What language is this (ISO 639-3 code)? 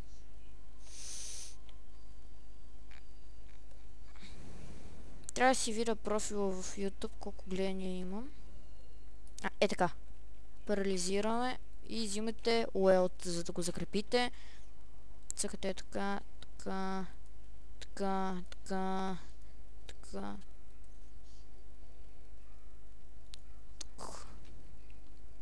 bul